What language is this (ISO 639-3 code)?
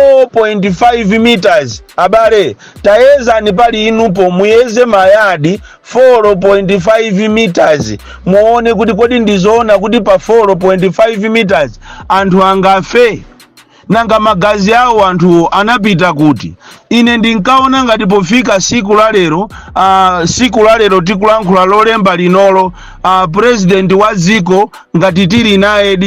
nya